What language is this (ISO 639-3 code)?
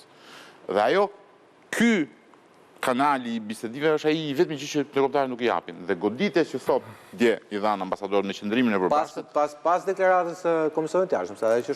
sqi